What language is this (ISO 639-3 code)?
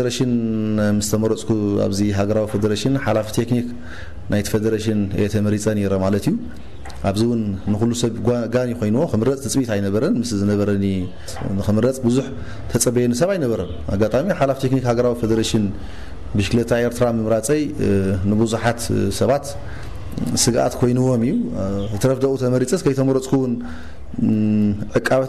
tir